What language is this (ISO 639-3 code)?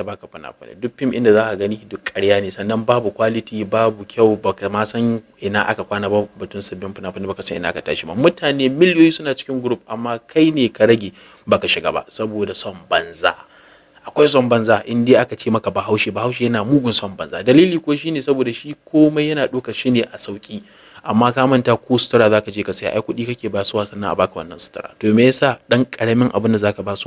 hau